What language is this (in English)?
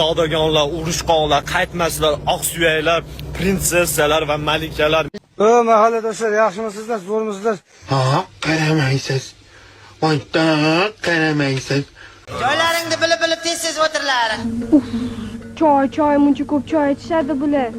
Uzbek